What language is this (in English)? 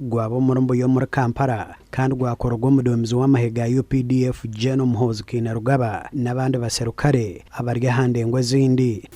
Nyankole